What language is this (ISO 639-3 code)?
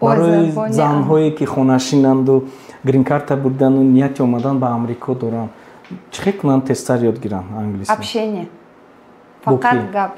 tgk